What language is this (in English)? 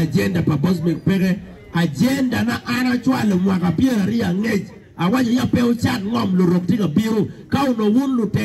Acoli